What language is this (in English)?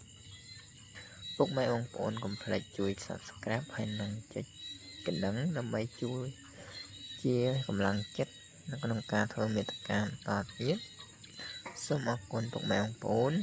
Khmer